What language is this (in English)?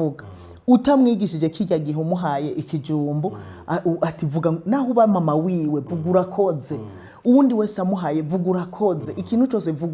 Rundi